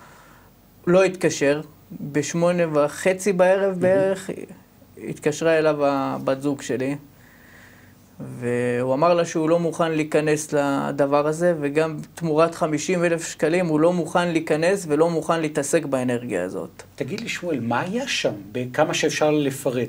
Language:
Hebrew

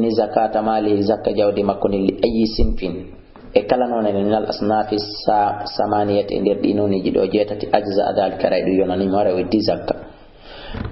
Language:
Fula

